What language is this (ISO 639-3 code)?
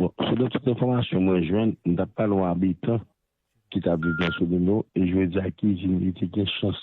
hat